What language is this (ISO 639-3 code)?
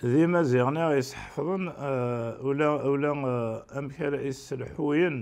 kab